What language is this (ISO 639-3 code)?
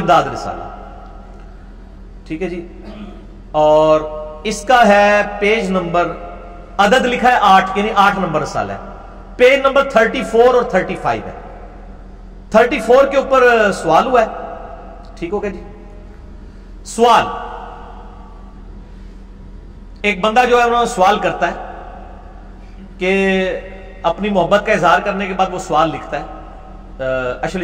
urd